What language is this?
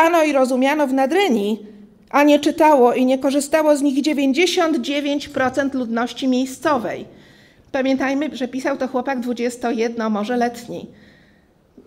Polish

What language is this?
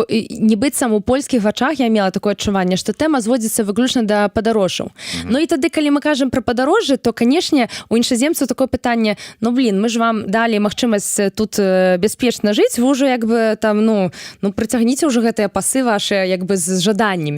Belarusian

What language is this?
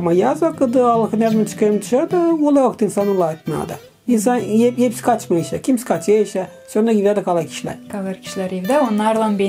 Gagauz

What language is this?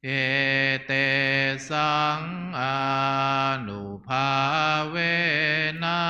Pali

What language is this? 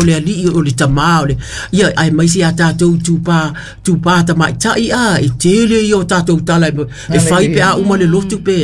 Samoan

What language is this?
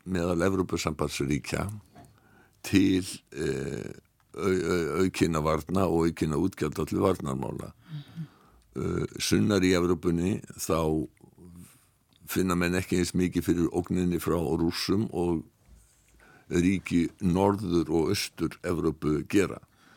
Icelandic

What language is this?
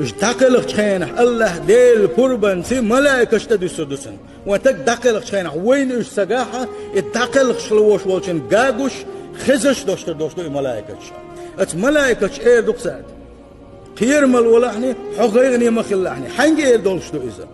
Chechen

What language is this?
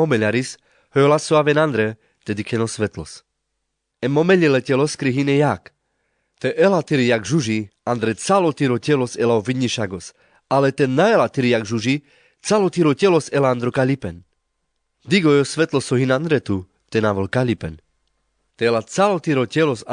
Carpathian Romani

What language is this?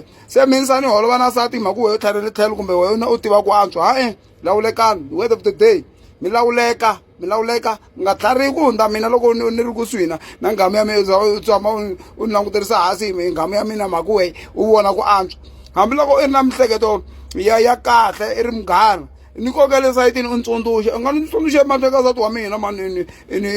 Tsonga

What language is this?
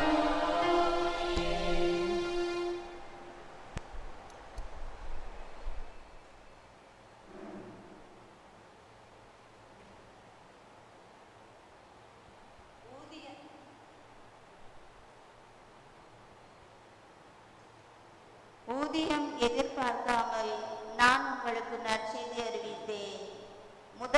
Tamil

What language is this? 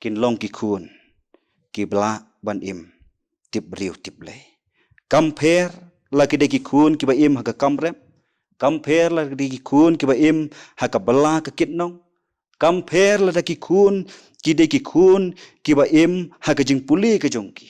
Khasi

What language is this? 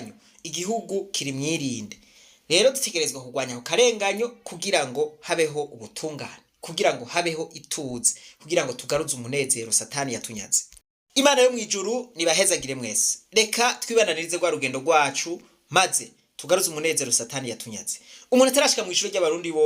Rundi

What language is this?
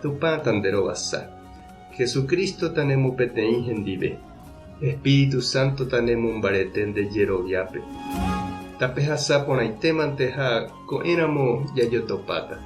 Guarani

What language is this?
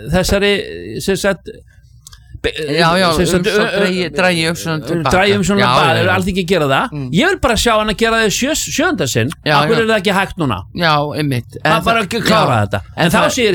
Icelandic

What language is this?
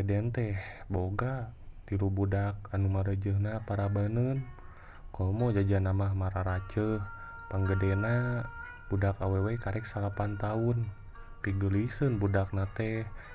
Sundanese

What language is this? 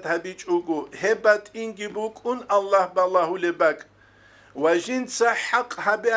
Avaric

